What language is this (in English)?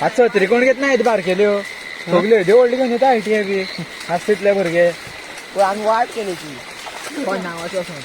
Konkani